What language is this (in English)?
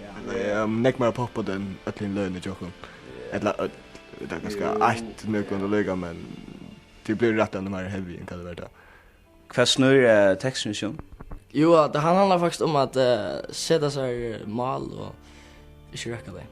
Faroese